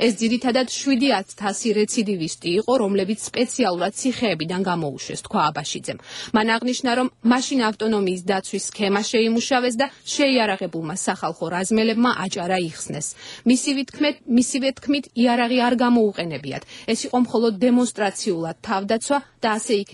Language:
Georgian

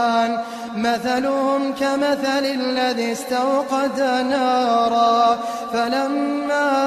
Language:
Arabic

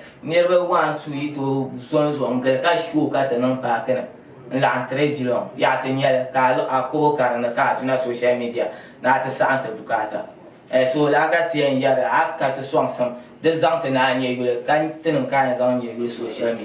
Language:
Dagbani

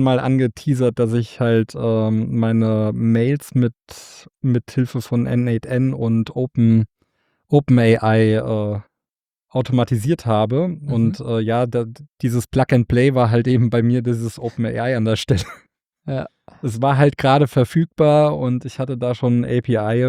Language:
German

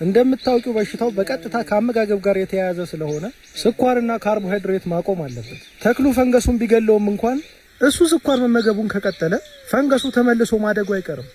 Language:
Amharic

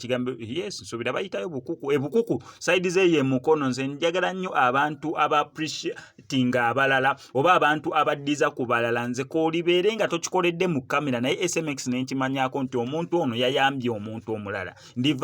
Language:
Ganda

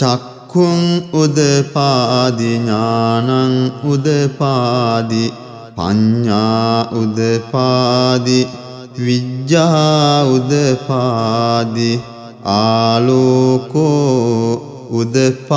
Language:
Pali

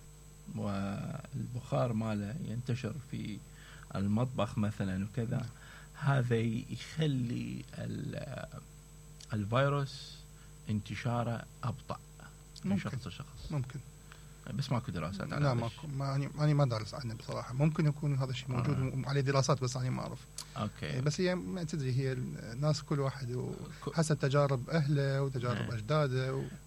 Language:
Mesopotamian Arabic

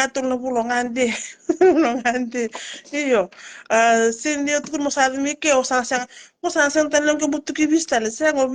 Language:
Fijian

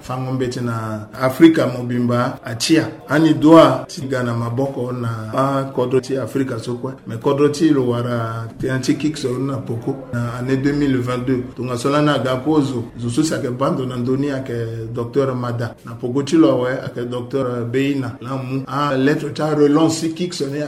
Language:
Sango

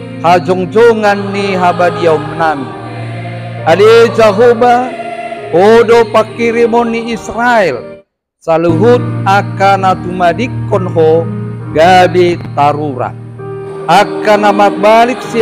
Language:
Batak Toba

